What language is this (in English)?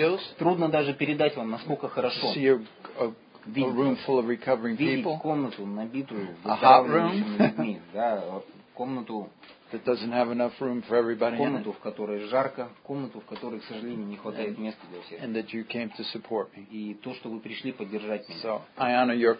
Russian